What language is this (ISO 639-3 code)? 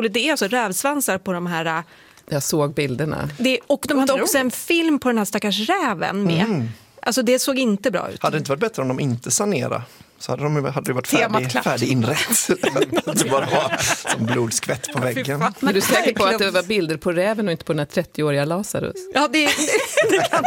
swe